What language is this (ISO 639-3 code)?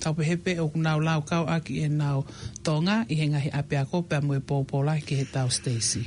ton